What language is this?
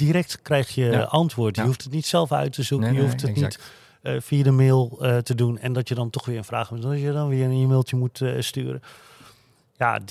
Dutch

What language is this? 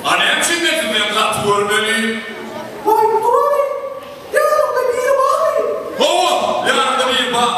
Turkmen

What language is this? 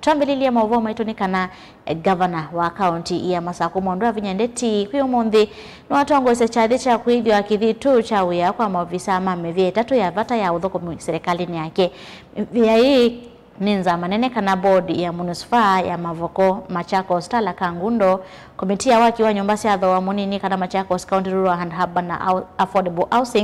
Kamba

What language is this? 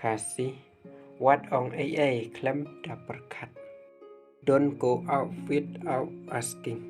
Khasi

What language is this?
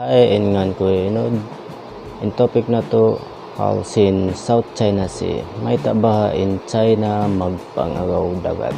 Tausug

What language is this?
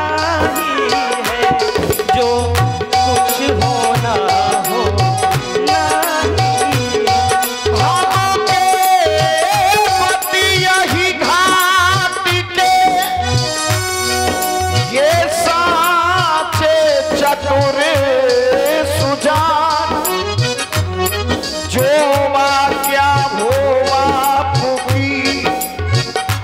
Hindi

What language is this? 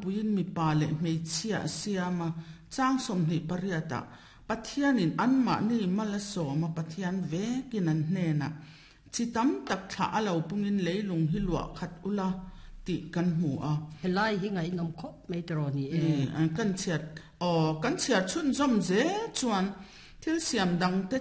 Mizo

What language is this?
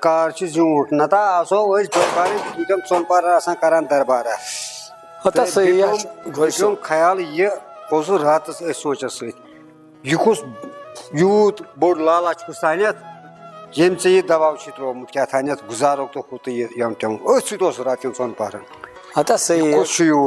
Kashmiri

